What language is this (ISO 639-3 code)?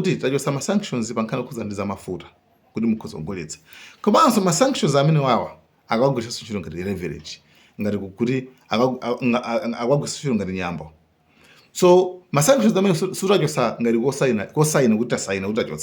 nya